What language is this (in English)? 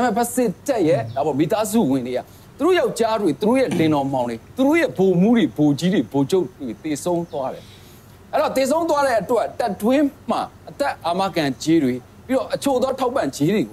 Burmese